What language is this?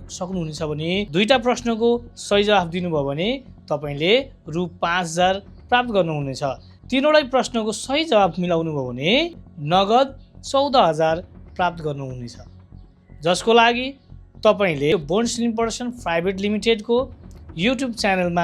Nepali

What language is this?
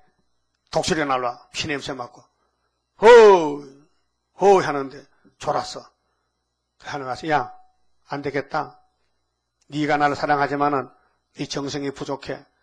Korean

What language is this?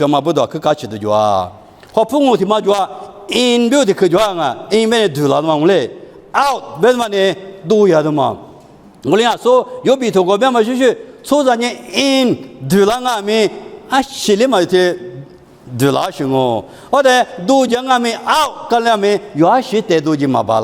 Lisu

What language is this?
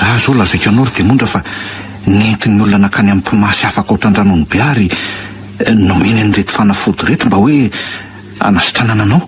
Malagasy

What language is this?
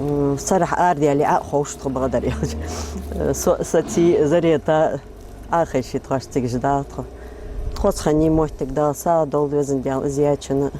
Ingush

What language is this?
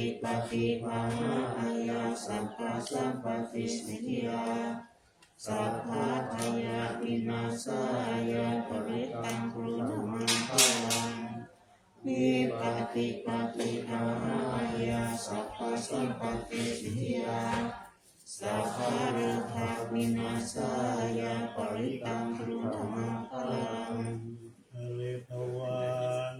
Pali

